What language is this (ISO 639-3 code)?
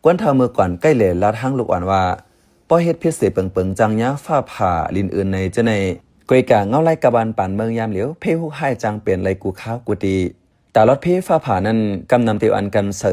shn